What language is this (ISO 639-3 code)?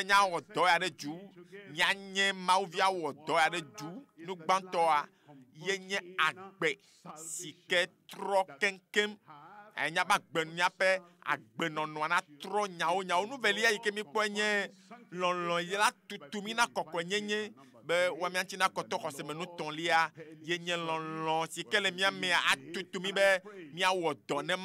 ewe